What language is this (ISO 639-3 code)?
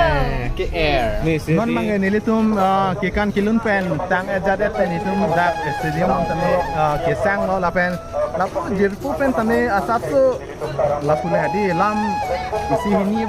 mjw